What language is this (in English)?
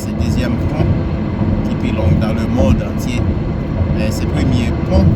Haitian Creole